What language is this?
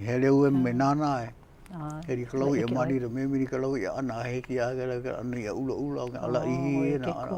Hawaiian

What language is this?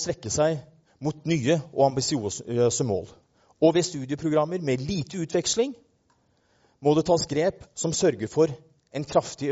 Norwegian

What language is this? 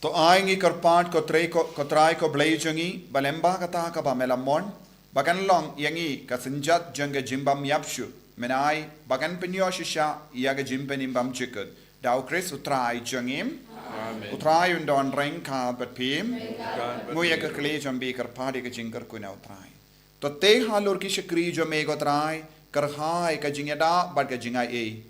Khasi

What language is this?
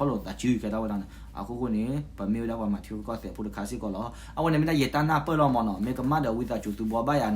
S'gaw Karen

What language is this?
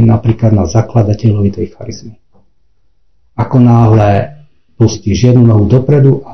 Slovak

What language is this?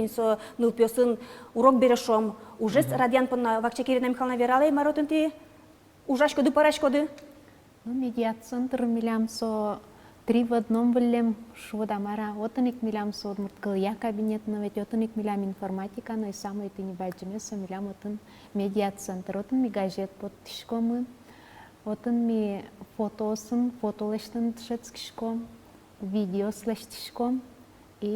Udmurt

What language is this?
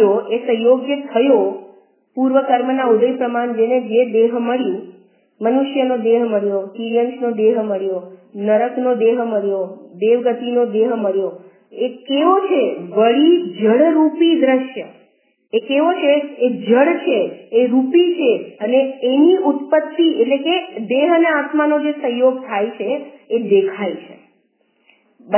Gujarati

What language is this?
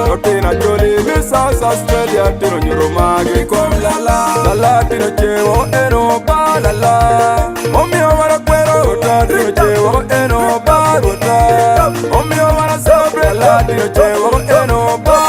Acoli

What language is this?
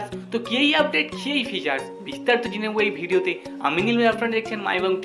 Bangla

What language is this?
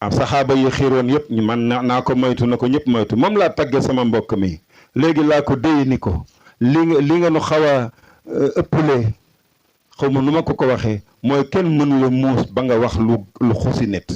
Wolof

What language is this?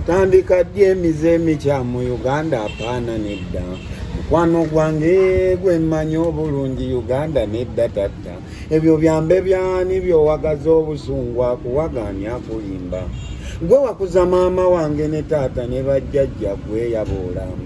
Ganda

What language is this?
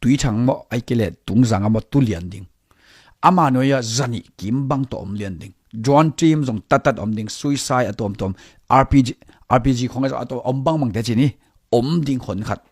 Tedim Chin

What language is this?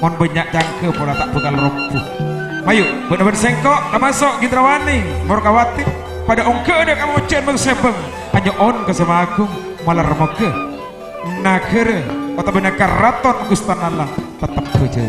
Madurese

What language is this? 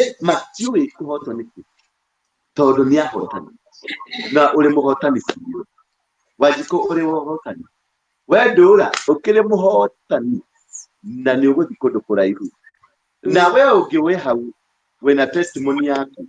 Kikuyu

